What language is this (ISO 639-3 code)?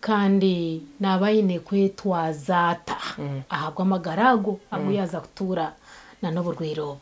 nyn